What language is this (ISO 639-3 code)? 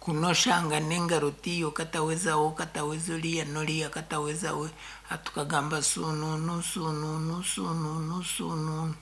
nyn